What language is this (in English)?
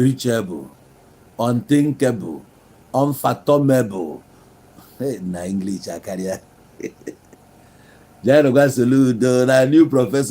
Igbo